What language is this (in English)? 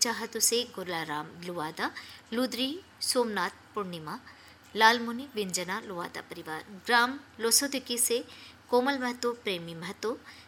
Hindi